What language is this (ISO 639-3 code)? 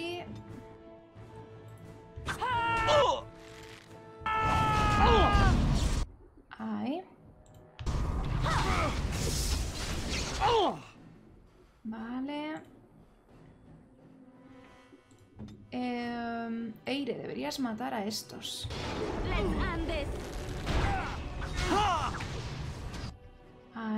spa